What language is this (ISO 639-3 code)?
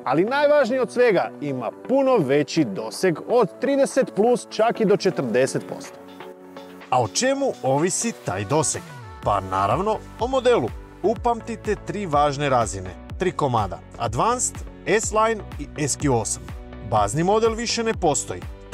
hrv